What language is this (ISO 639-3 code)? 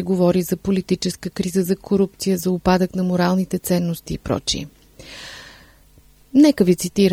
bul